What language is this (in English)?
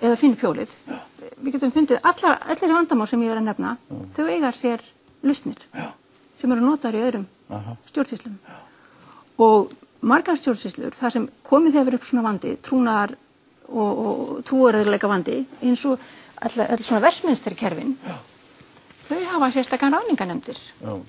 Icelandic